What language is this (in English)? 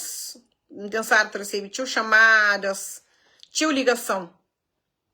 Kabuverdianu